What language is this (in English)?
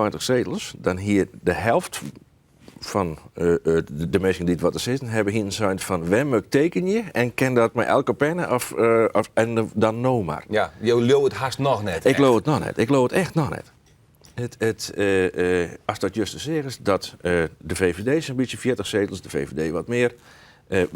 Western Frisian